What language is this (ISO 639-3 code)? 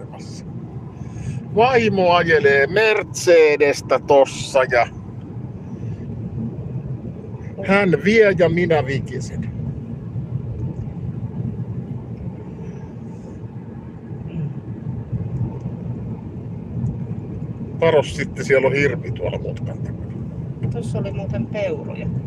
fin